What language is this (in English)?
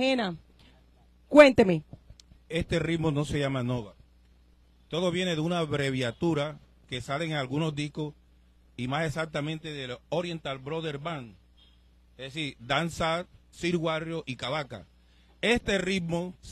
Spanish